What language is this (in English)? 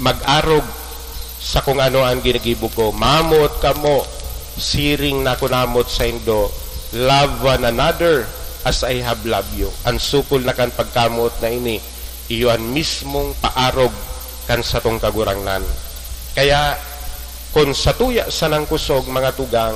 Bikol